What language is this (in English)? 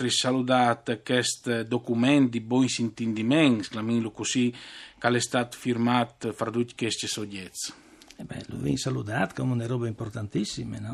Friulian